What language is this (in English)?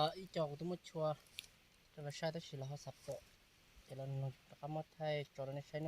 Hmong